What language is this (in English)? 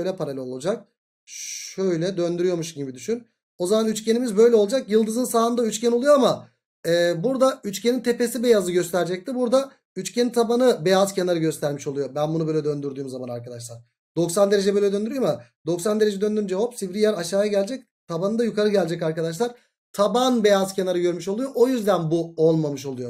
Turkish